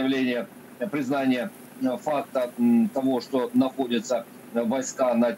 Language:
Russian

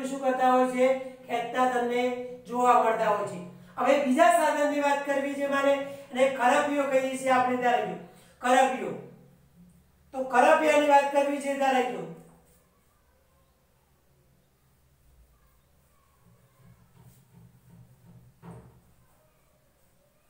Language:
Gujarati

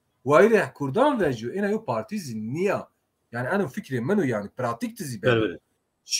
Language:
Zaza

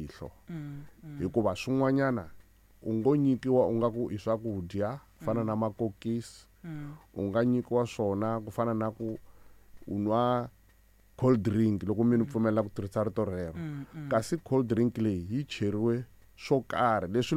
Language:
Tsonga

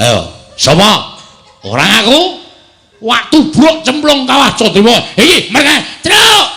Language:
Javanese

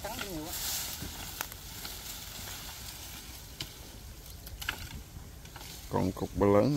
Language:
Vietnamese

